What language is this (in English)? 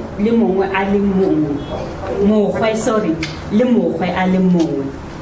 Tswana